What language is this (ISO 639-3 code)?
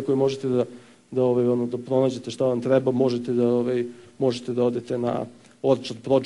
srp